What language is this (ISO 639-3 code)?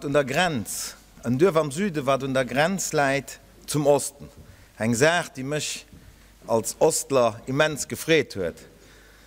ltz